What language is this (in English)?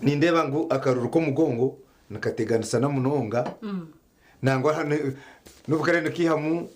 Nyankole